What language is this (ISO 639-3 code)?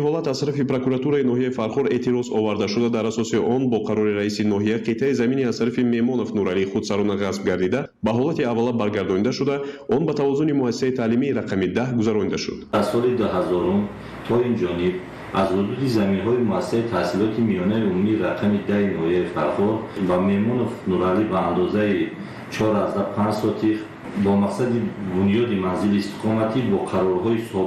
tgk